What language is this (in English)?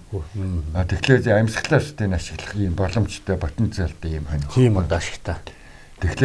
Mongolian